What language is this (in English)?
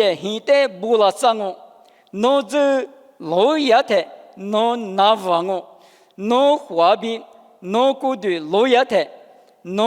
Lisu